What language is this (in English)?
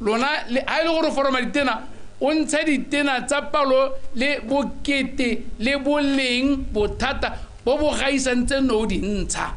Tswana